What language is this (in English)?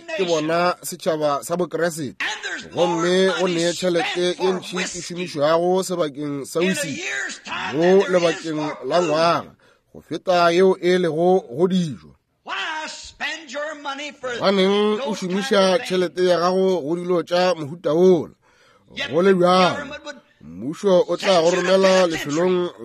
Northern Sotho